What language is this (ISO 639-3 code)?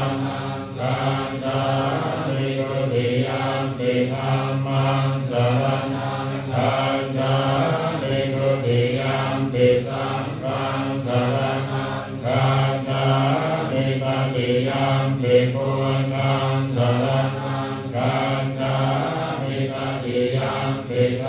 pli